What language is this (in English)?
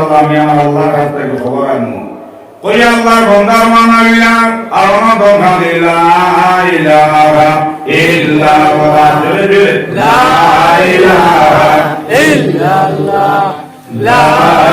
Sylheti